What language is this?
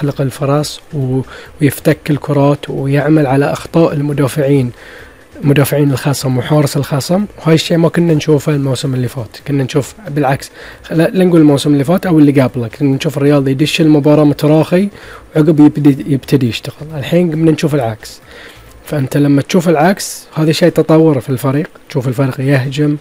Gulf Arabic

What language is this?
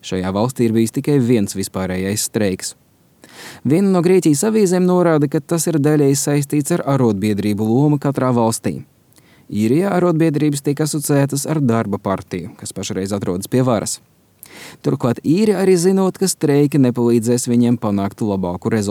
Latvian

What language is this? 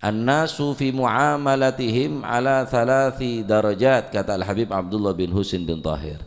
Madurese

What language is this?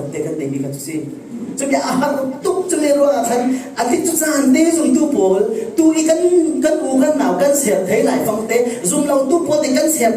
Falam Chin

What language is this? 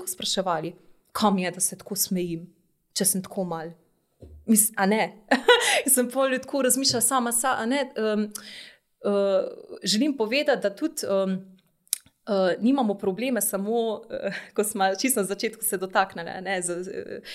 Slovenian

